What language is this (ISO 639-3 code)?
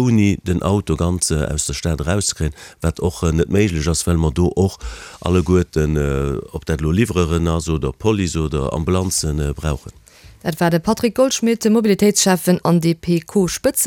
ltz